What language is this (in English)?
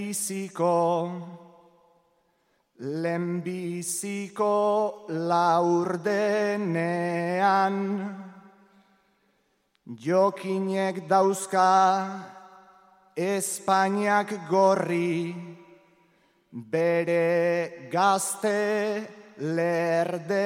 Basque